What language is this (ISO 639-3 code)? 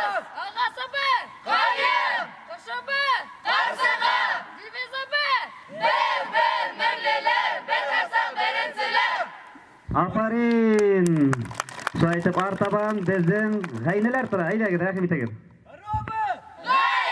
bak